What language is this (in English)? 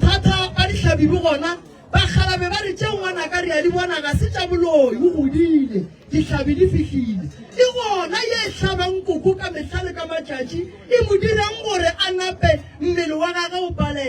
Northern Sotho